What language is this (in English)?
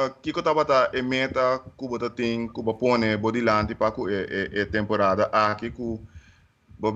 Papiamento